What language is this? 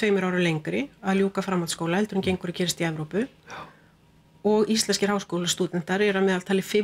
Icelandic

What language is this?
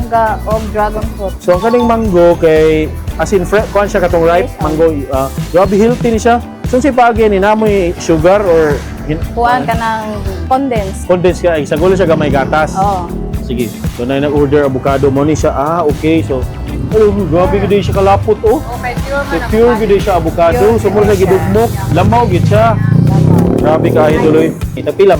Cebuano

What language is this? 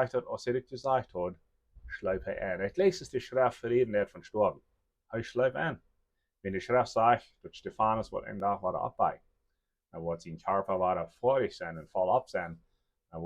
Plautdietsch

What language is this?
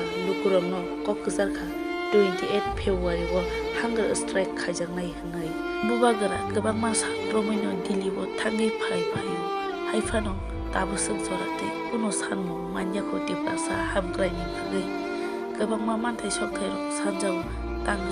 Kok Borok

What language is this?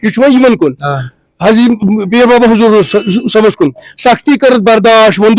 Kashmiri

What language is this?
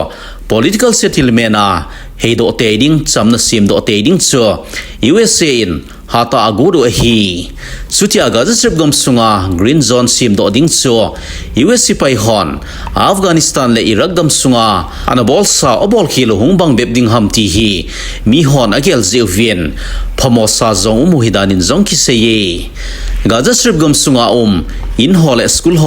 Thado Chin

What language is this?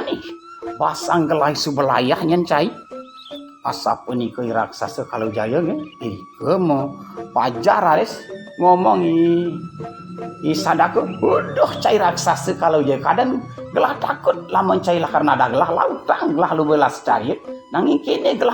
Balinese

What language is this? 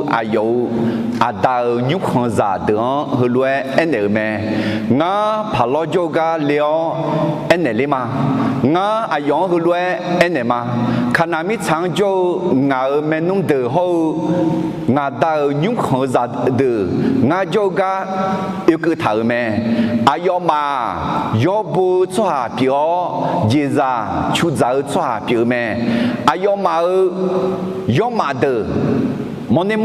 Akha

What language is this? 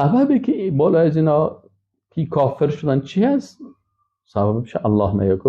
Persian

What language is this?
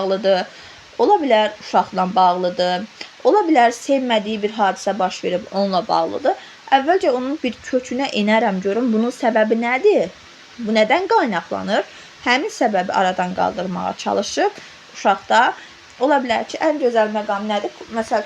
Azerbaijani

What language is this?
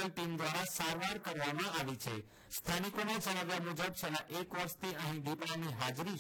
Gujarati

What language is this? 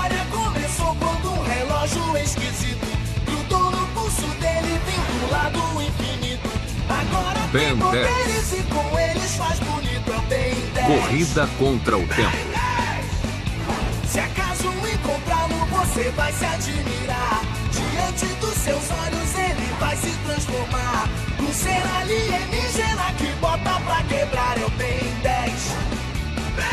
Portuguese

